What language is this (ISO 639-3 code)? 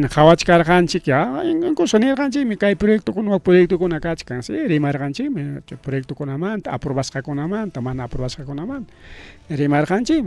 quy